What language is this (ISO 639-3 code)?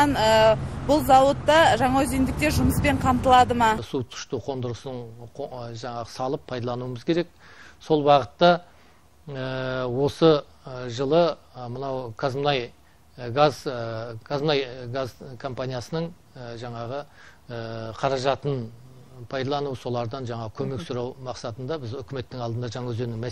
kaz